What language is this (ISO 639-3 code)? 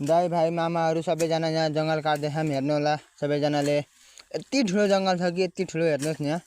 nep